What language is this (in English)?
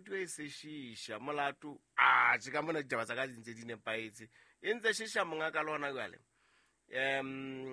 Southern Sotho